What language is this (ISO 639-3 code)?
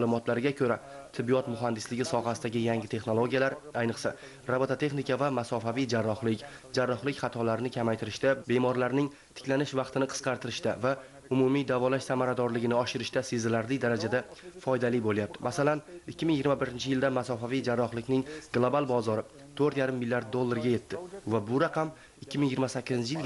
uzb